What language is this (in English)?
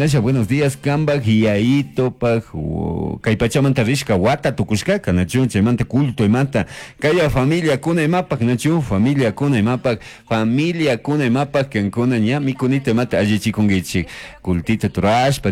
Chimborazo Highland Quichua